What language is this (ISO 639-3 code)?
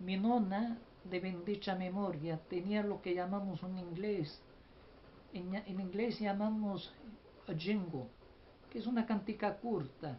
lad